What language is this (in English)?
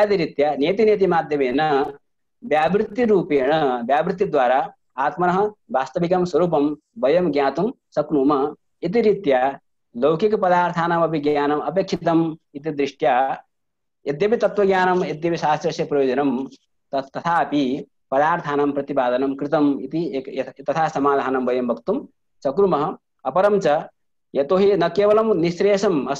Sanskrit